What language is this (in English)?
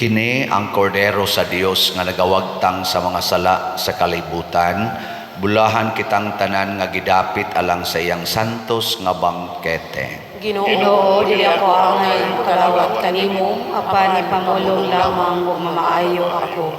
Cebuano